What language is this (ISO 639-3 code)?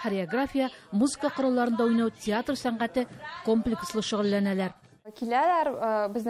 tat